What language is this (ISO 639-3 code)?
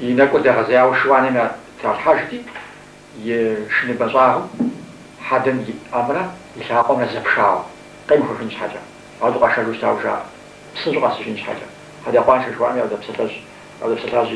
kbd